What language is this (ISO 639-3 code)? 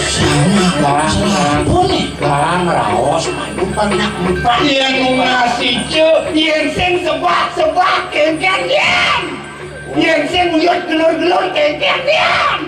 ban